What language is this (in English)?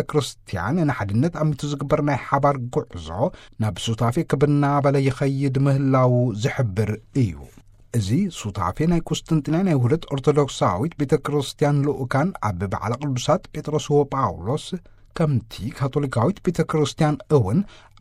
Tigrinya